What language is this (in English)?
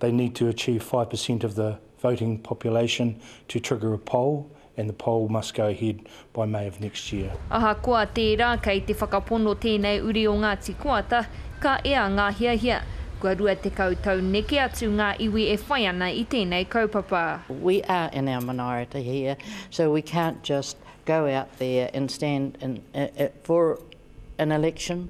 Māori